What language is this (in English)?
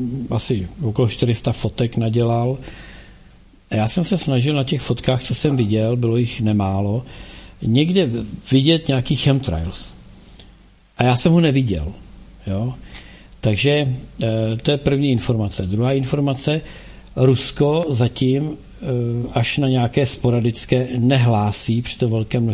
Czech